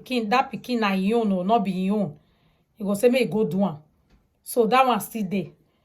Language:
Nigerian Pidgin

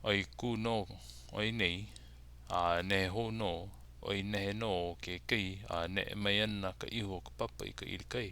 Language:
Hawaiian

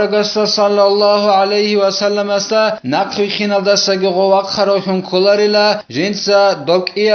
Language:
Avaric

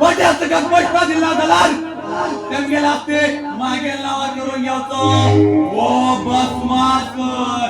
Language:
Konkani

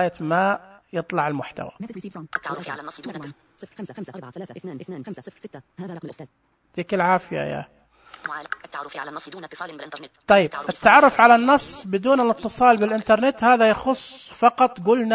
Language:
Najdi Arabic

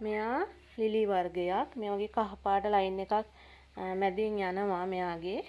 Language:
Sinhala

